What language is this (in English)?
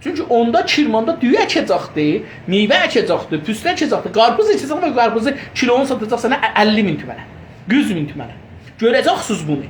South Azerbaijani